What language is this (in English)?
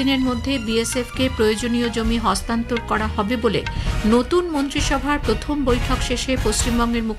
Bangla